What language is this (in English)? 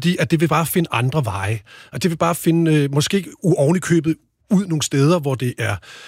Danish